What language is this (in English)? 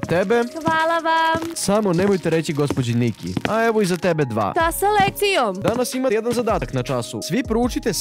Serbian